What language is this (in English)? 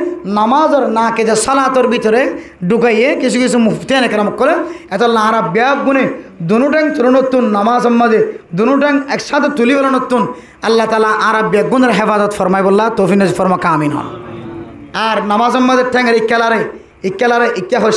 Rohingya